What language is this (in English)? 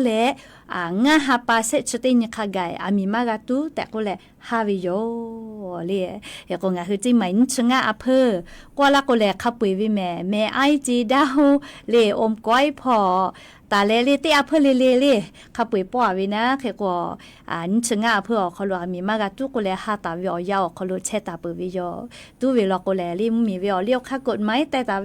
Lahu